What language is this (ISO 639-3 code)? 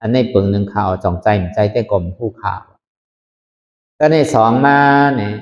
shn